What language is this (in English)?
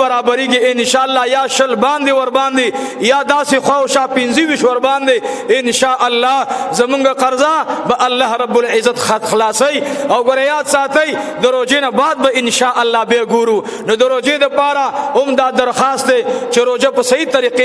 Pashto